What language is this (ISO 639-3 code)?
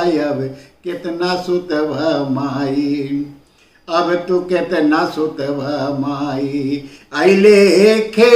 bho